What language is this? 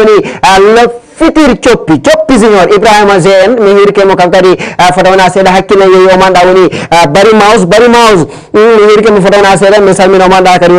Fula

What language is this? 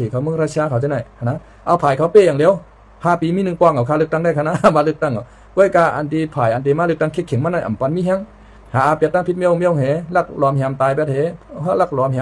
Shan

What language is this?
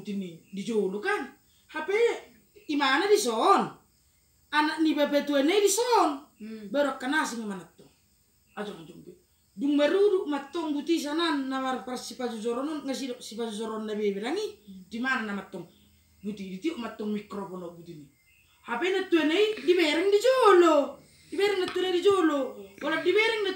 Batak Toba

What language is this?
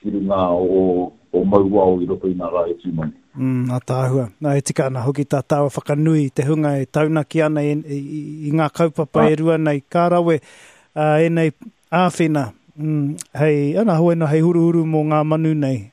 Māori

